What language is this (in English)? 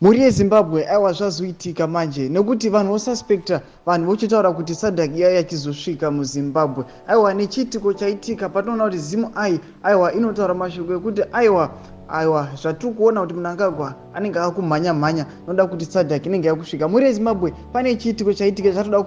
Shona